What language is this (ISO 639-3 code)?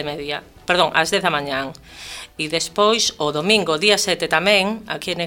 glg